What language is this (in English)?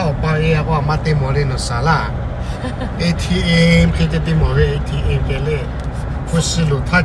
Lahu